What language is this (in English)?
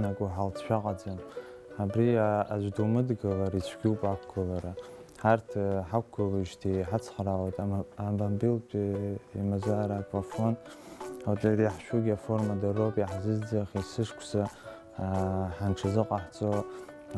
Abkhazian